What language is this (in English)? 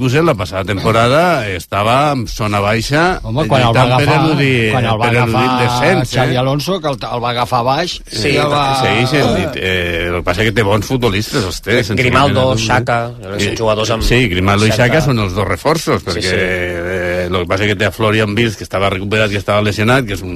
Catalan